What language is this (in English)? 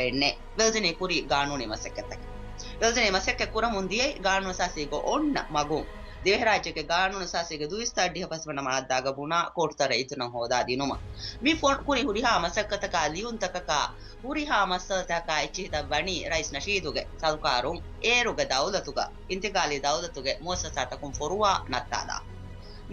Divehi